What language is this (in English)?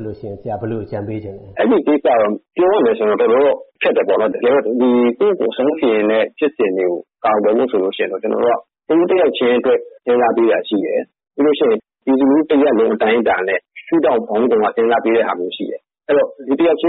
Burmese